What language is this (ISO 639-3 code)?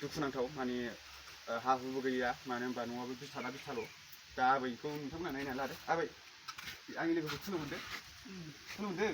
brx